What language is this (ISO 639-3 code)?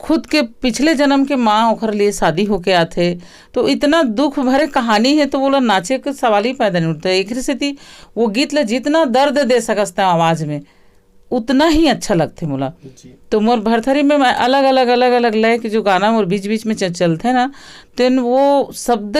hne